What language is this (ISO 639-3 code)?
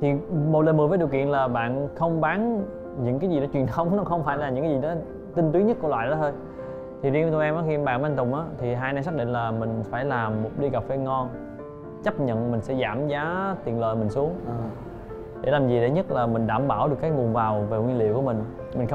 vie